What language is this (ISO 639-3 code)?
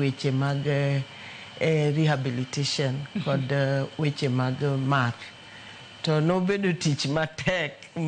luo